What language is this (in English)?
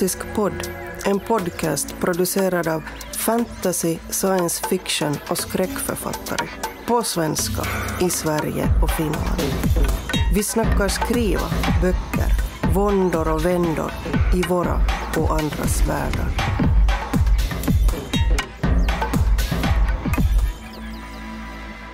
Swedish